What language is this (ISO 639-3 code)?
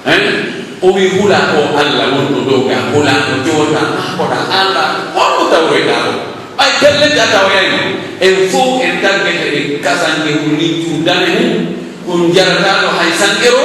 fuf